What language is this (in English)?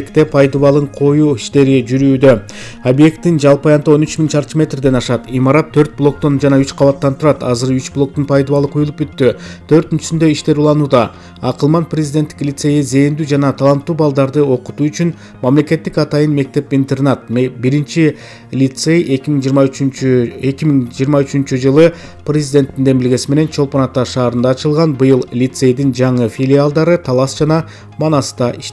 Kyrgyz